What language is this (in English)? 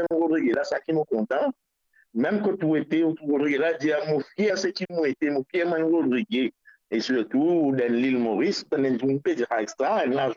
Morisyen